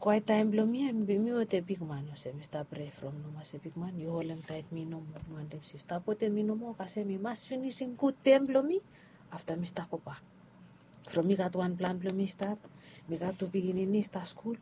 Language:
Bislama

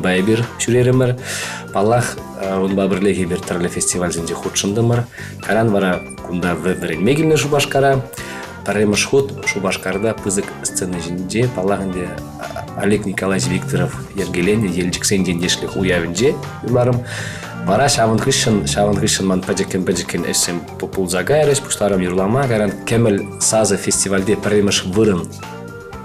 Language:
Chuvash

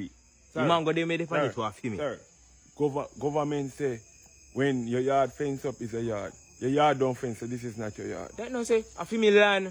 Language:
Jamaican Creole English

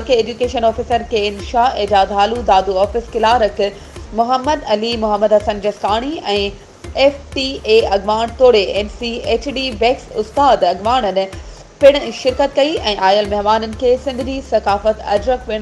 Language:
Sindhi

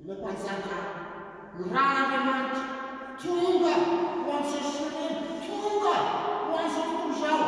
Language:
Malagasy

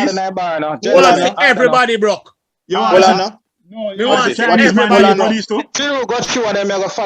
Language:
Jamaican Creole English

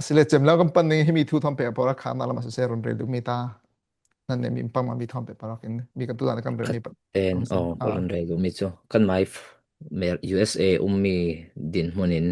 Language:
Falam Chin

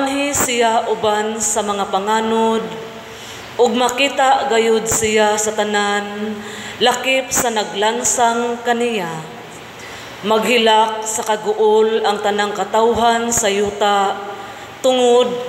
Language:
Cebuano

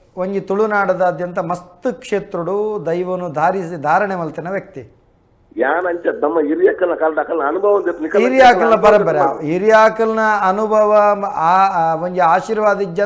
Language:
Tulu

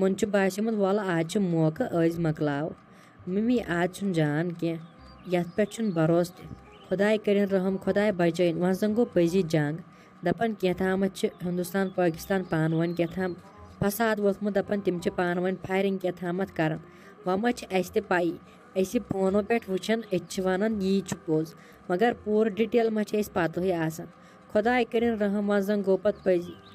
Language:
Kashmiri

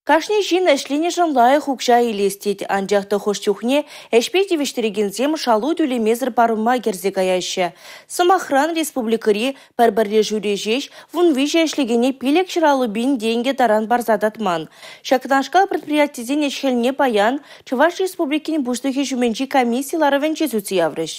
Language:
Chuvash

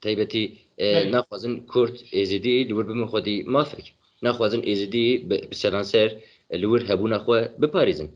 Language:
Kurdish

